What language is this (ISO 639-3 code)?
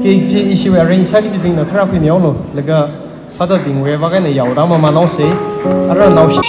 nmf